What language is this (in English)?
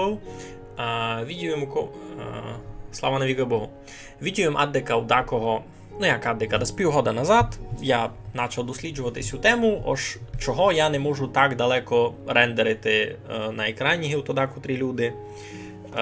Rusyn